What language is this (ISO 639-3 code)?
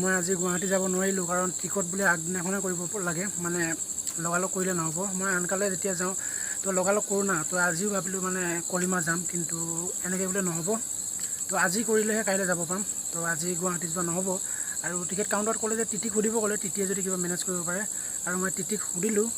asm